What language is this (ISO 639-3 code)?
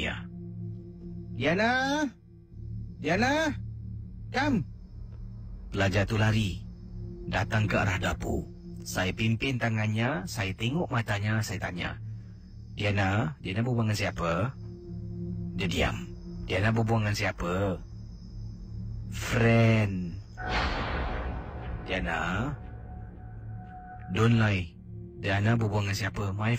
msa